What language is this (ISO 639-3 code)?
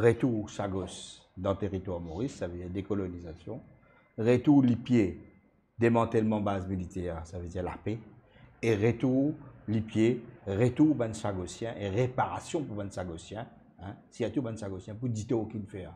mfe